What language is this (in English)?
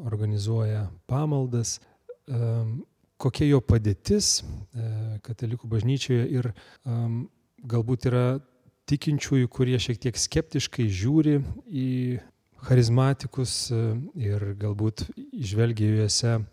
Lithuanian